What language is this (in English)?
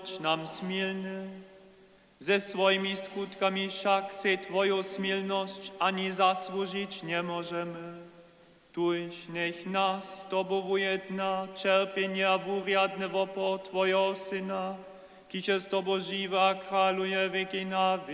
Upper Sorbian